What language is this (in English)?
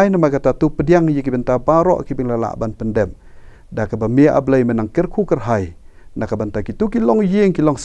Khasi